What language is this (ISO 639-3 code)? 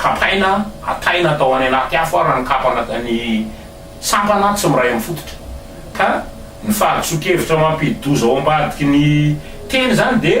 mlg